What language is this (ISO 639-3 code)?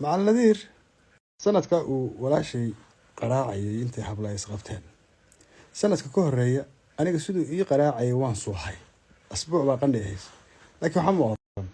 som